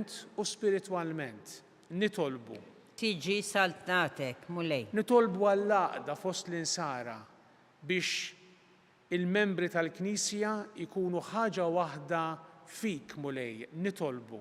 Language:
Maltese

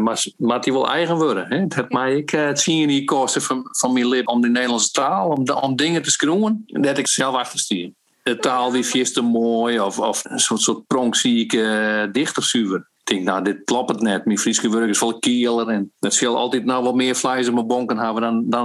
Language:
Western Frisian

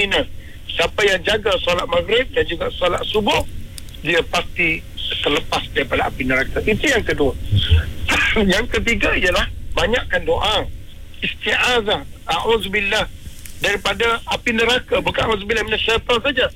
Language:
Malay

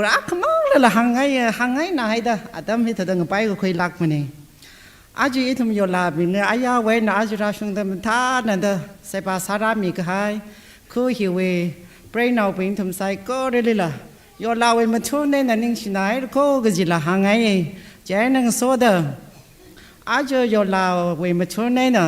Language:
Tangkhul Naga (India)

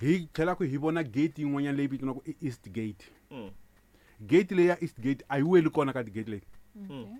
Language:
Tsonga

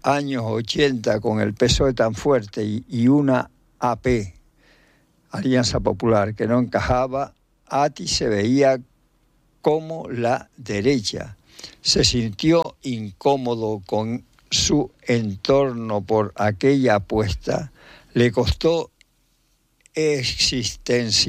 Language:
Spanish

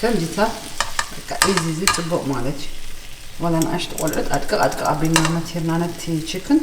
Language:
Tigrinya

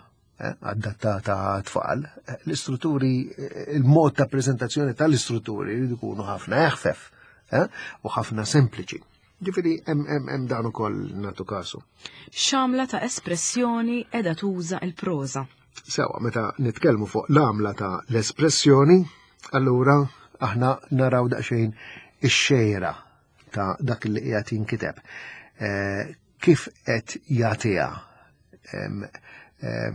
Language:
Maltese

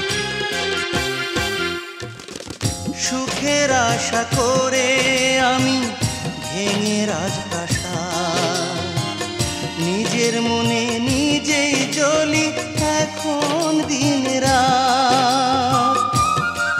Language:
Bangla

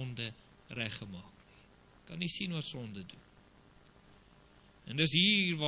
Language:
Afrikaans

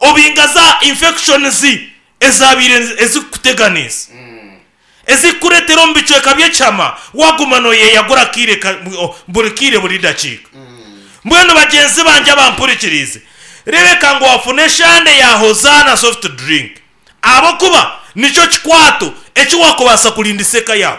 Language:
Nyankole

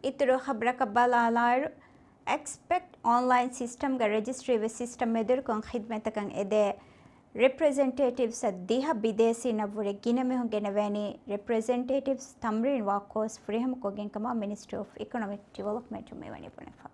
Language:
Divehi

